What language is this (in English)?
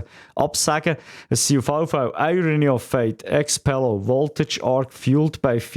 Swiss German